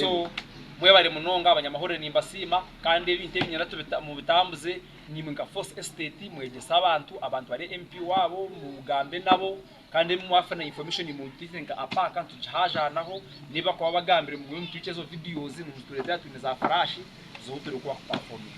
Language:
Nyankole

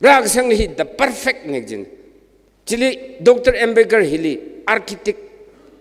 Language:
Tangkhul Naga (India)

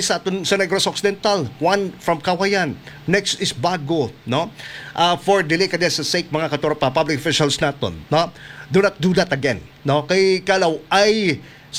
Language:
Hiligaynon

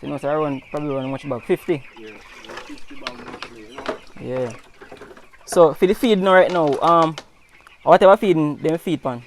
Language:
Jamaican Creole English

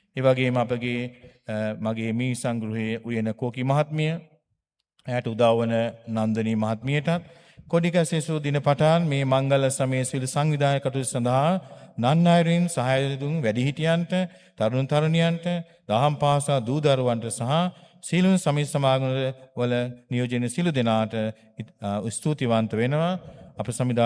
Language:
Sinhala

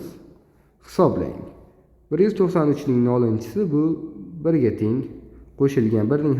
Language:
Uzbek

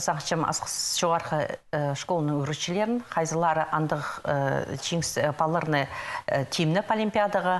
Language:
Khakas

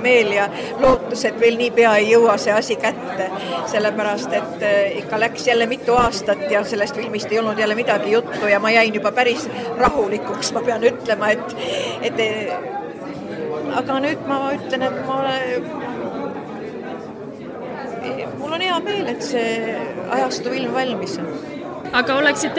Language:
Estonian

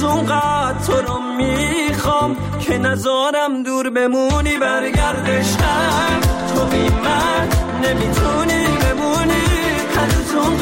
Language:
Persian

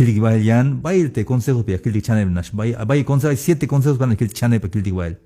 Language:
Tzeltal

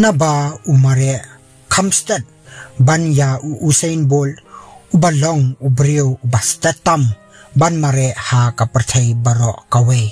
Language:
Khasi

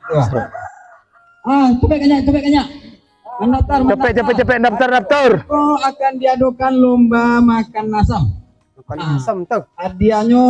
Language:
Minangkabau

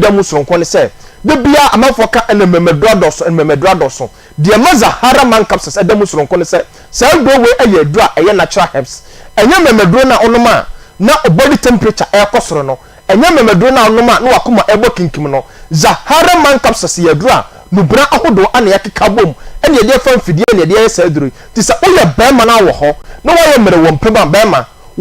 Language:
Akan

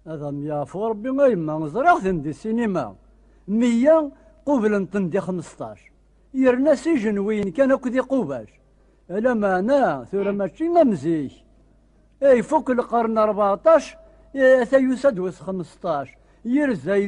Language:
Kabyle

